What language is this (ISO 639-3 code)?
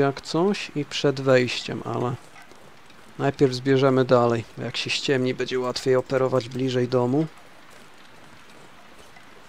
pol